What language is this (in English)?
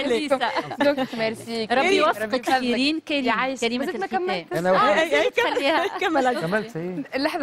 Tunisian Arabic